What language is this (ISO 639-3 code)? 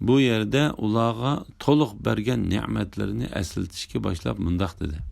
uig